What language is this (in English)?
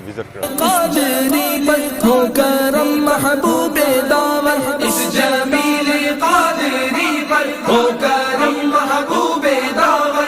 Pahari-Potwari